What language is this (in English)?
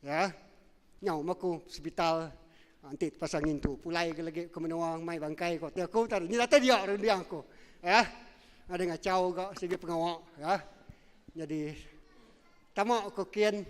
Iban